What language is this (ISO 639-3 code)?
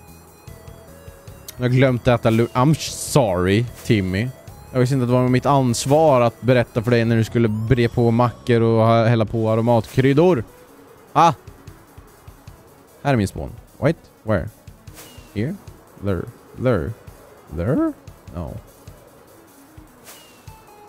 swe